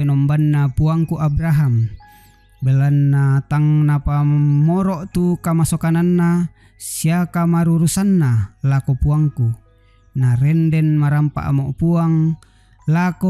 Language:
Toraja-Sa'dan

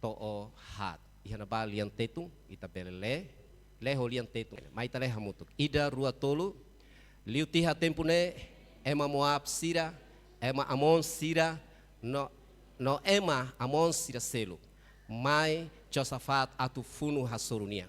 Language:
Tetum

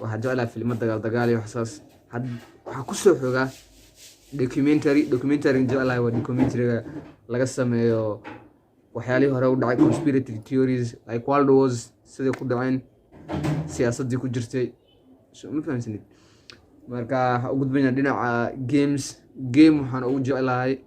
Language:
Somali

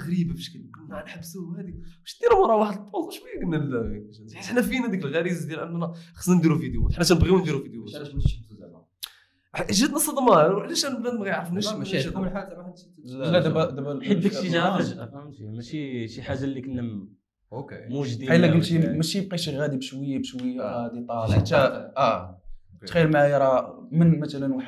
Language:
Moroccan Arabic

